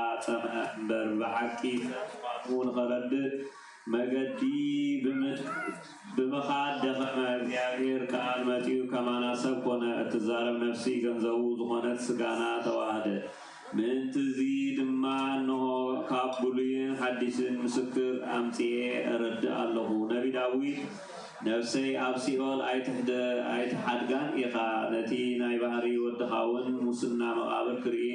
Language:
Tigrinya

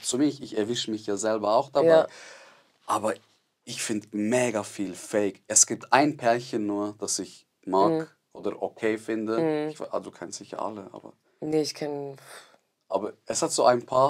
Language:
Swiss German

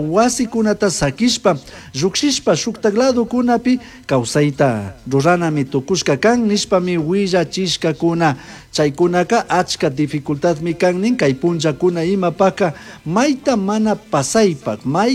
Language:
Chimborazo Highland Quichua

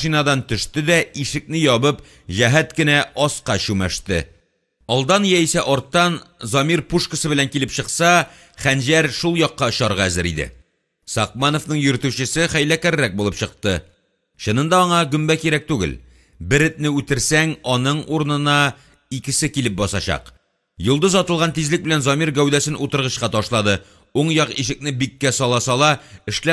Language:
Tatar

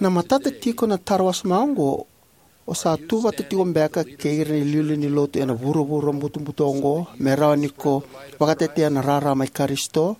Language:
Fijian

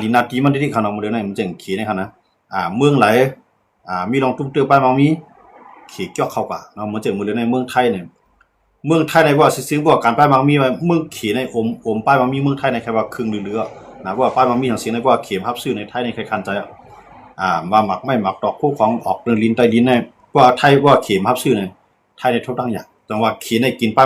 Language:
Shan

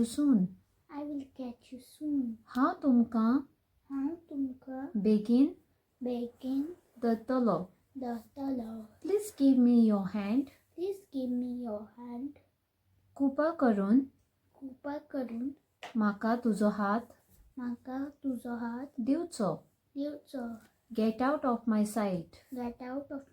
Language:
Konkani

